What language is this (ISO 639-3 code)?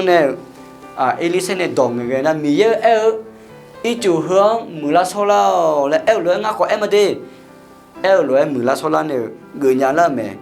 ahk